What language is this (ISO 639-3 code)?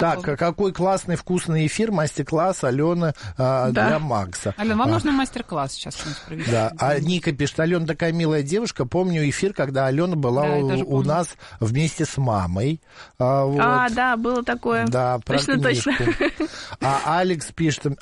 rus